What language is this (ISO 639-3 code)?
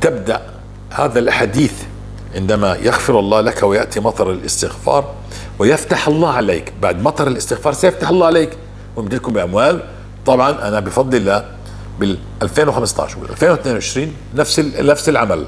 apc